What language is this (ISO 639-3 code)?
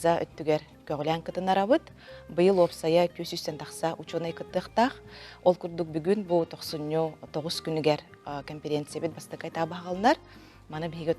sah